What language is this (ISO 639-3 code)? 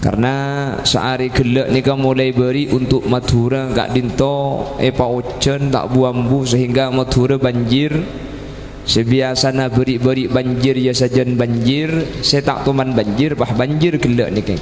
mad